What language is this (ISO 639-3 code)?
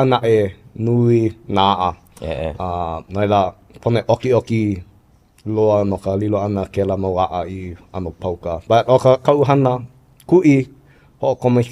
haw